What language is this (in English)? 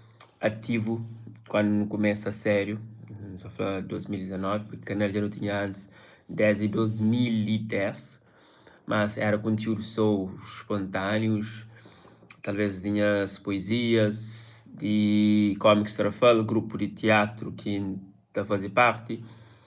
Kabuverdianu